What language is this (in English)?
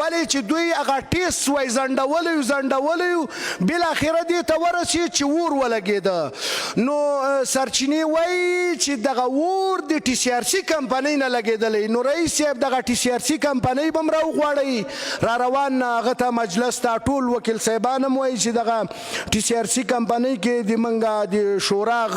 Pashto